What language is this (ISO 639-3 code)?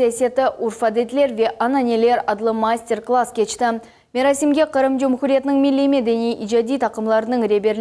crh